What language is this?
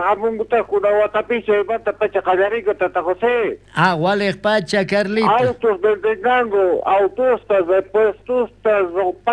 South Bolivian Quechua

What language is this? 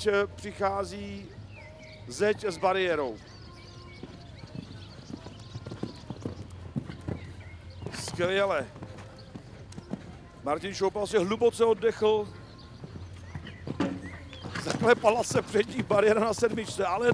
Czech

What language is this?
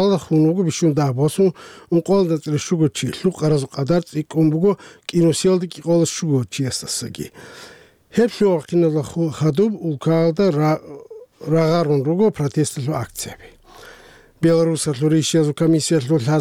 Avaric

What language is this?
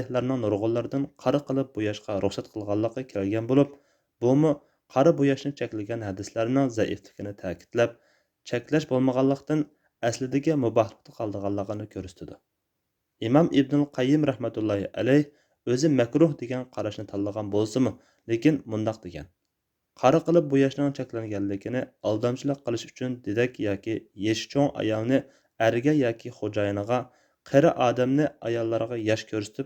Uyghur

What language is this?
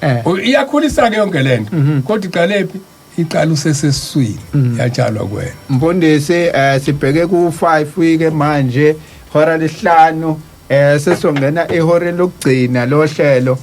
Zulu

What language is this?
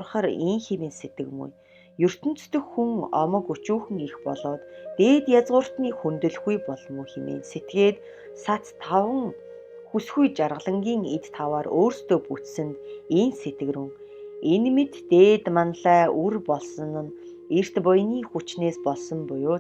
Mongolian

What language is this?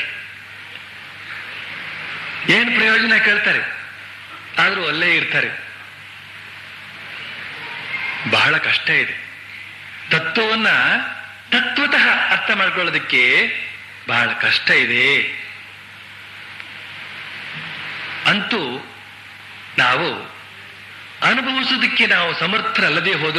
Kannada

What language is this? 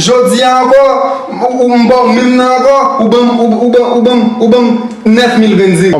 Haitian Creole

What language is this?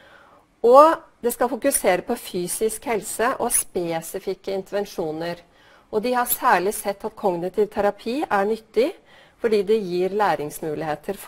Norwegian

